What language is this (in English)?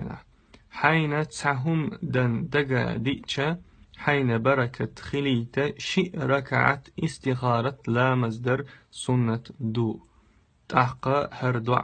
Chechen